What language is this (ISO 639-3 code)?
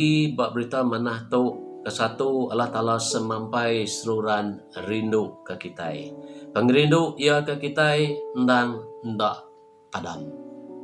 iba